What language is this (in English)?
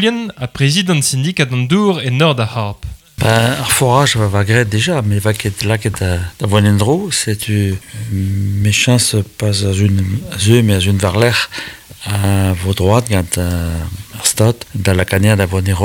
Breton